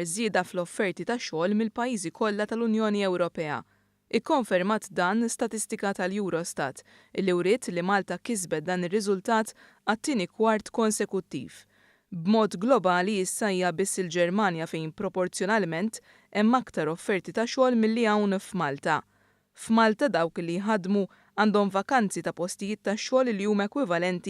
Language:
Maltese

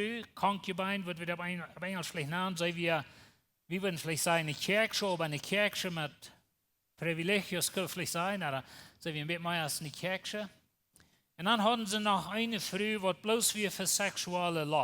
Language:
Plautdietsch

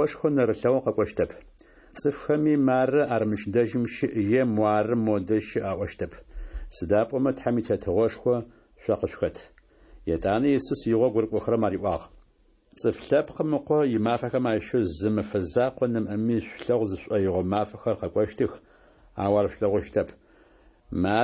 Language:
Adyghe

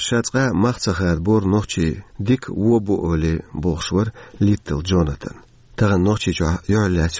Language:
Chechen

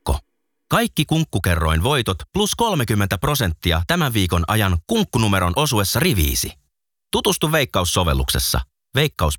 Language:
Finnish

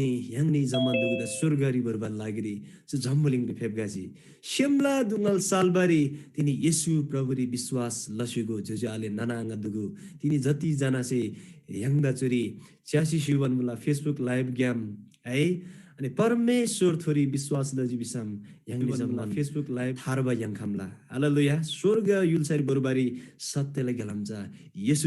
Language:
Eastern Tamang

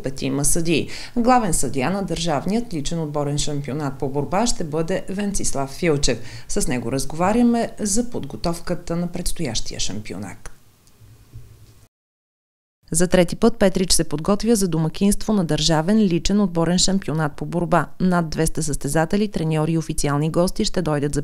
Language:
Bulgarian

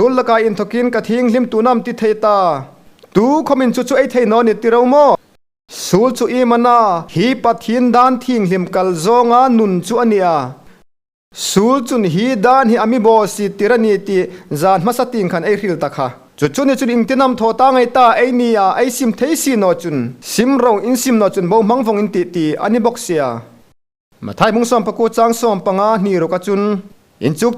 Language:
Hmar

